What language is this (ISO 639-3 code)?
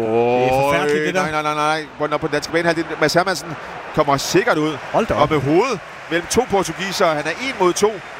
dan